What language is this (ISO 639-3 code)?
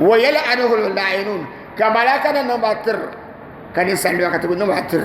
dag